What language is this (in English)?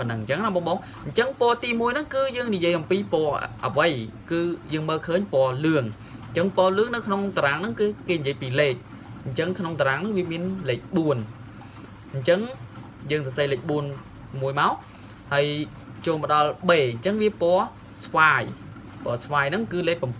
Khmer